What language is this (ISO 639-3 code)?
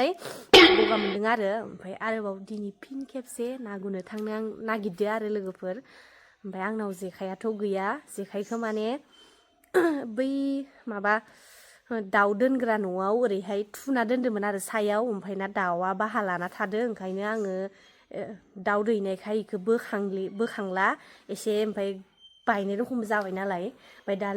brx